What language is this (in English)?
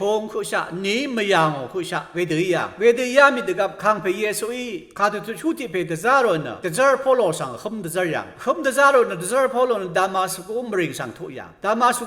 Rawang